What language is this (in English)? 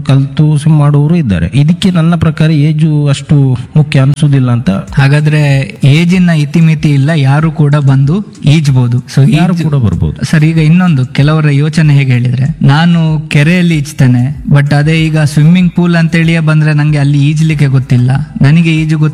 Kannada